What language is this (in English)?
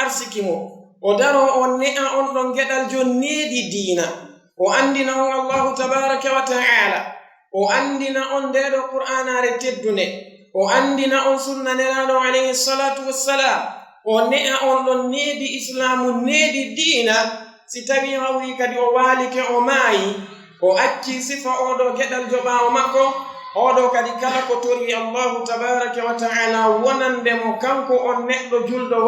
Fula